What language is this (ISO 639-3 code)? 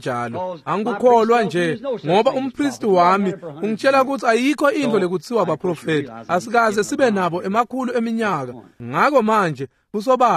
ssw